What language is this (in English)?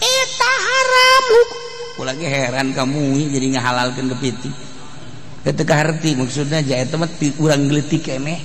Sundanese